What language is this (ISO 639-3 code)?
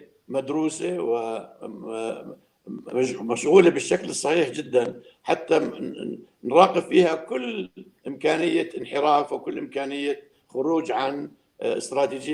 apc